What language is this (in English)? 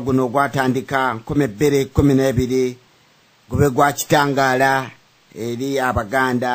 Ganda